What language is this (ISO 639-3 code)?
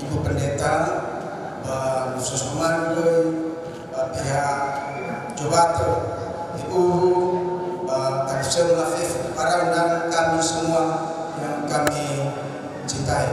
nia